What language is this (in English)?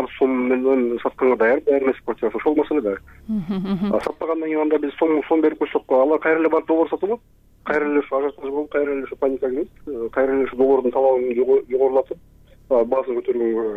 Kyrgyz